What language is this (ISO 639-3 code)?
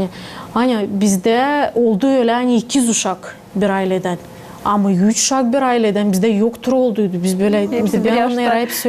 gag